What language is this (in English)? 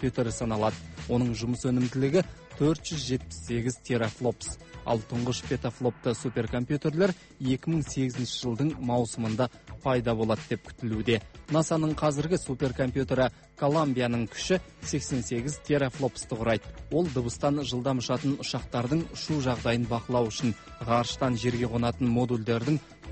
Kazakh